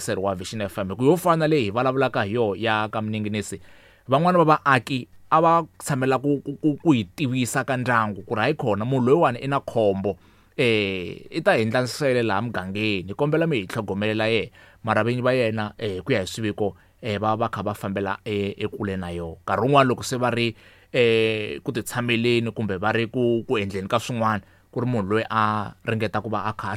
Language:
Tsonga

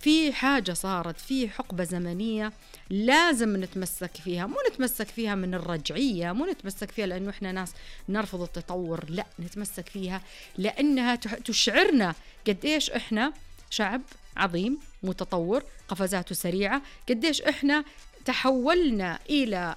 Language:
Najdi Arabic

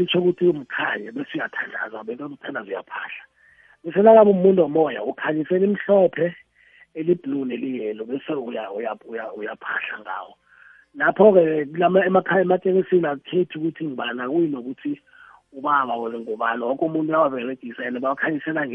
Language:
South Ndebele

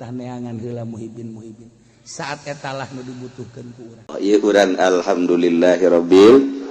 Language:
Sundanese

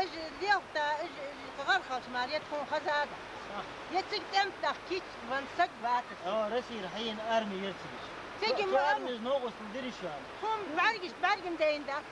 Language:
Ingush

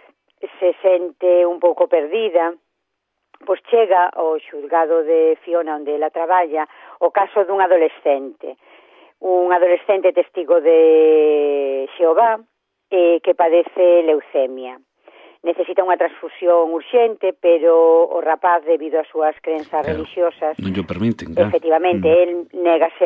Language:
Galician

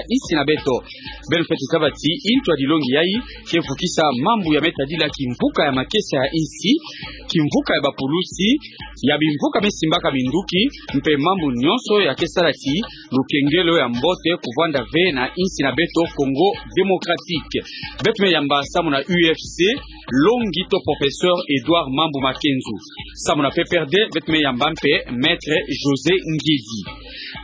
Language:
Kituba (Democratic Republic of Congo)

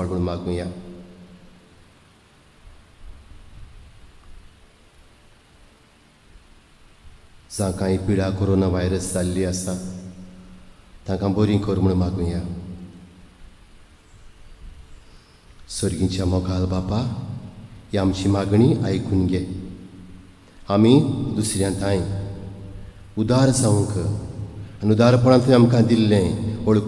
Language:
Konkani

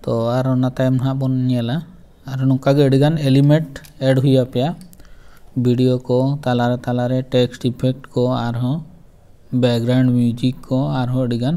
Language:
Santali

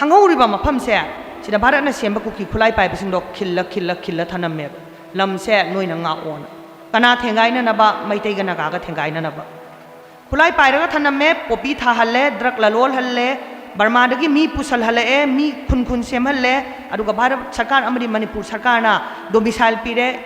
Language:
Manipuri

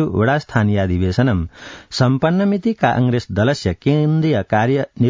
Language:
Sanskrit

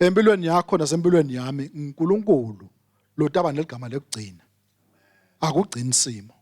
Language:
Swati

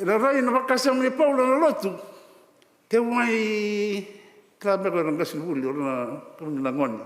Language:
Fijian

